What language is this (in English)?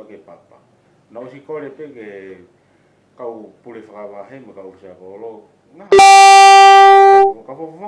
Tongan